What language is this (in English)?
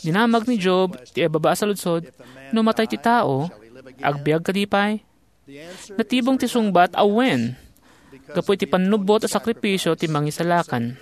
Iloko